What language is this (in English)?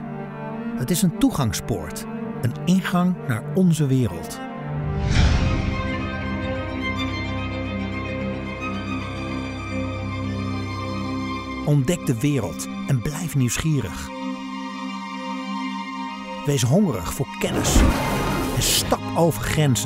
Dutch